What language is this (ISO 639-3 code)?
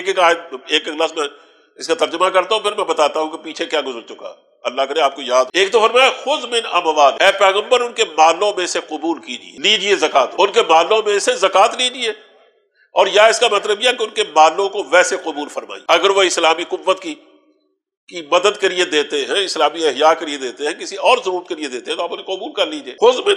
urd